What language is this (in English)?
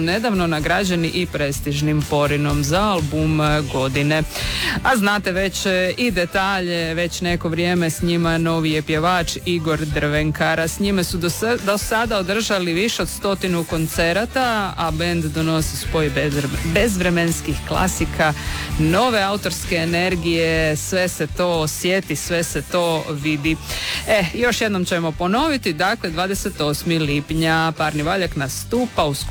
Croatian